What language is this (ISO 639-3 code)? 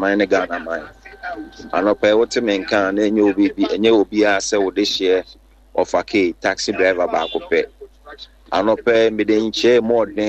aka